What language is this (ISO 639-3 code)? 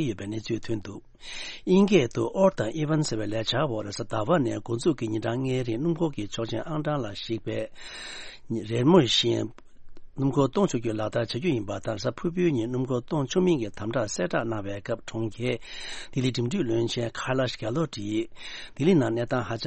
bod